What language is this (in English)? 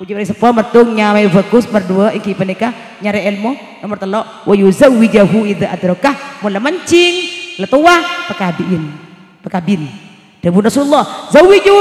Madurese